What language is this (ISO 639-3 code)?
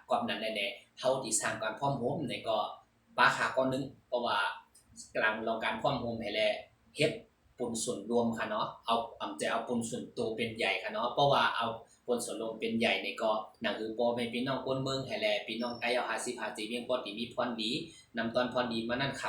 shn